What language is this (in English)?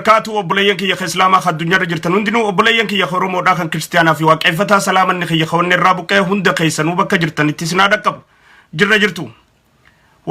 Oromo